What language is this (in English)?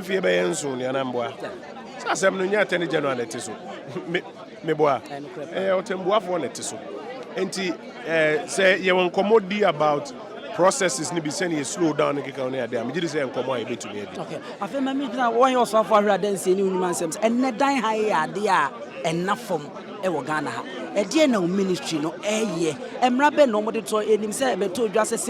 Akan